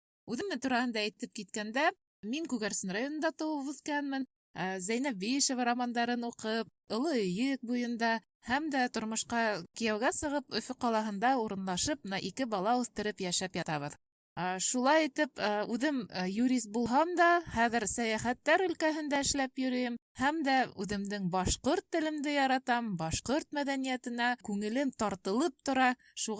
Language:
Bashkir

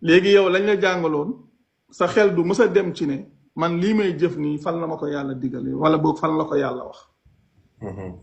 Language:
Wolof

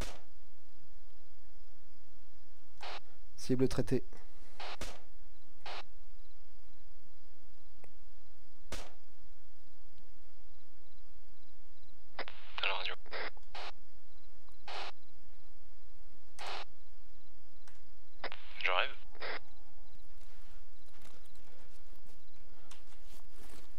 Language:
French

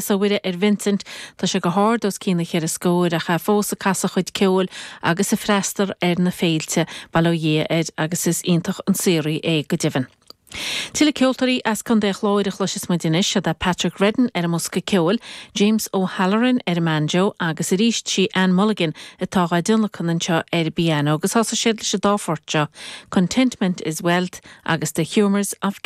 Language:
Irish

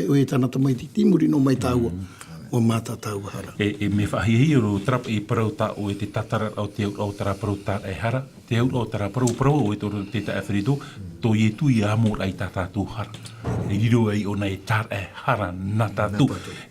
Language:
Tahitian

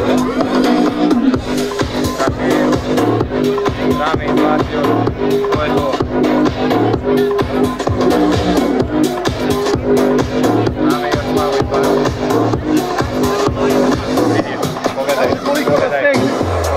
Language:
Serbian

